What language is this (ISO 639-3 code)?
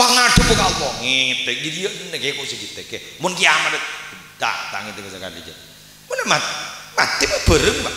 mad